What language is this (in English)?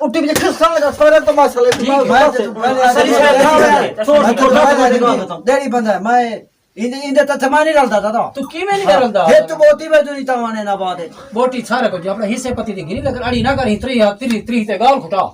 Saraiki